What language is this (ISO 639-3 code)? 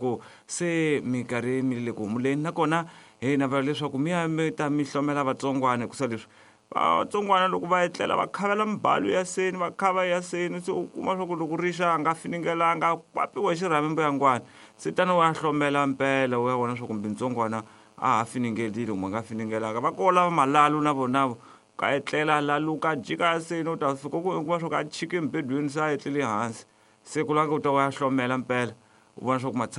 tso